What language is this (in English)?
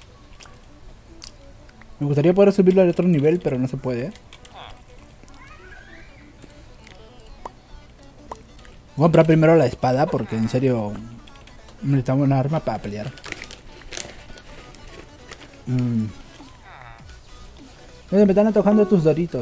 Spanish